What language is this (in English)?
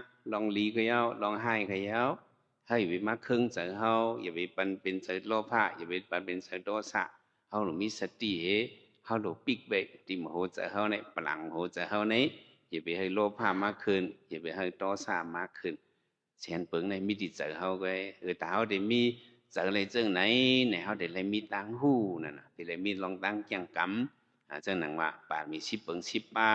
Shan